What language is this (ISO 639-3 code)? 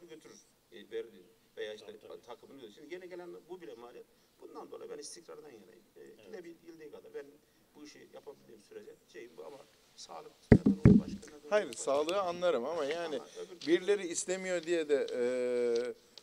tur